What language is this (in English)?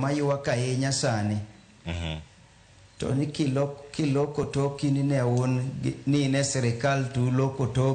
Luo (Kenya and Tanzania)